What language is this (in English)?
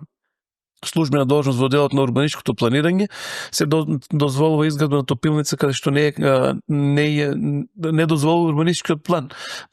Macedonian